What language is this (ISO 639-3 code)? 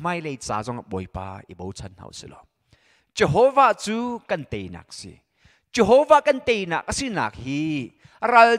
cnh